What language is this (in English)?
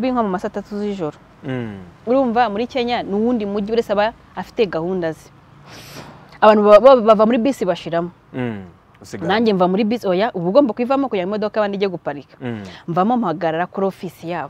Kinyarwanda